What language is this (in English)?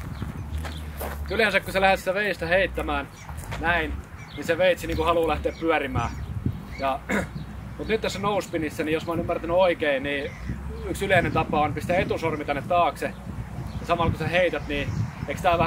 Finnish